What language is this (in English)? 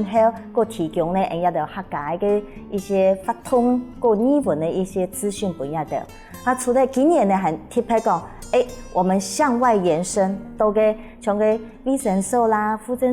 Hakka Chinese